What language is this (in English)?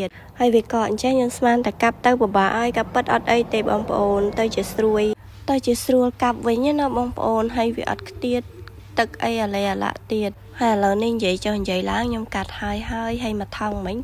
Khmer